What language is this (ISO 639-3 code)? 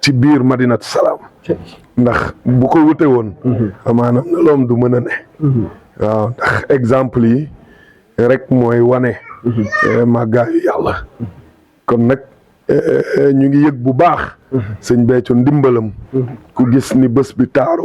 wol